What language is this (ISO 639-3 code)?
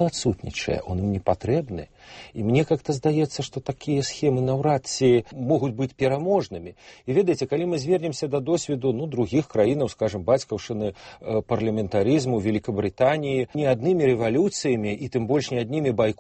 bel